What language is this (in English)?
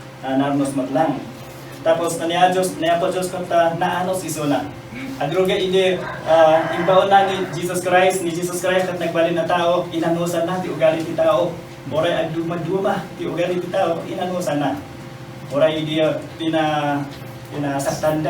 Iloko